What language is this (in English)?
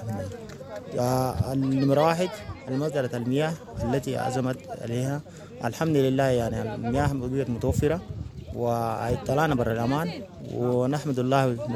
Sudanese Arabic